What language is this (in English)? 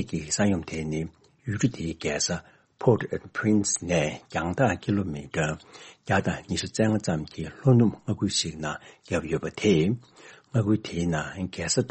Tibetan